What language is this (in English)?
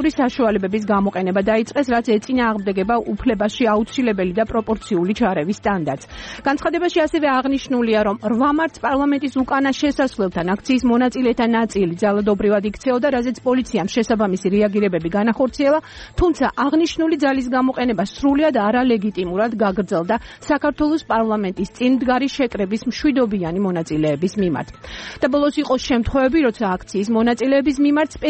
Georgian